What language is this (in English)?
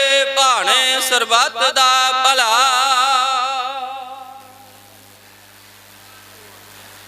Punjabi